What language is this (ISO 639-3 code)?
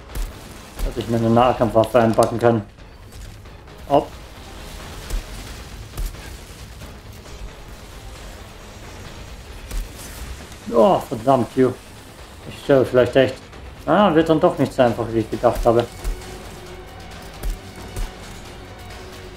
deu